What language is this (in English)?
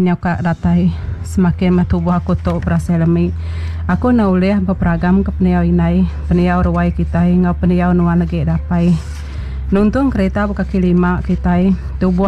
Iban